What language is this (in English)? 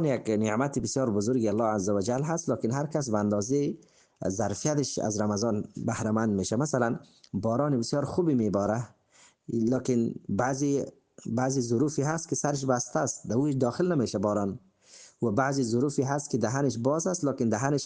Persian